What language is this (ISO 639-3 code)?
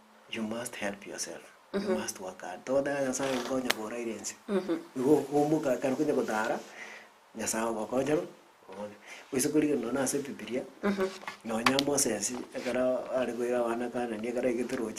guz